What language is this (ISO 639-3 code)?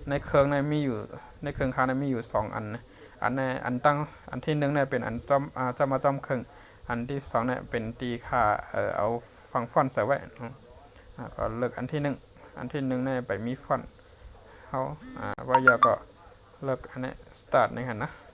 shn